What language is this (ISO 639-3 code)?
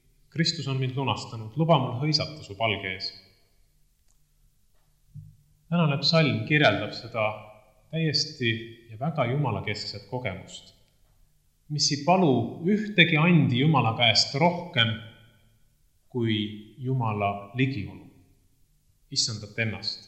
est